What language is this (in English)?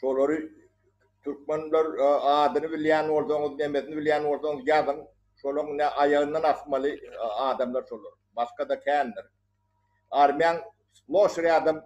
Turkmen